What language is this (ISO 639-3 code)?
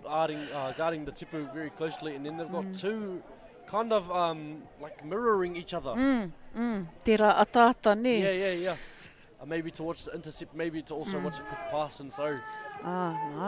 mri